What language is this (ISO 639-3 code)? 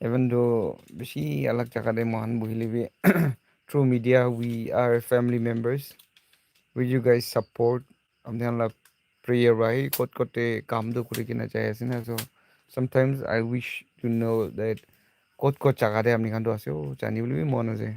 nag